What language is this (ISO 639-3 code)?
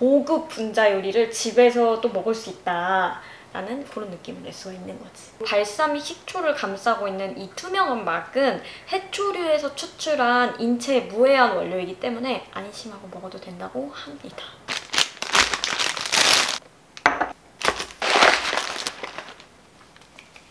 kor